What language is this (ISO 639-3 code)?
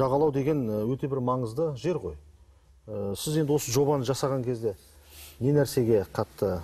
kaz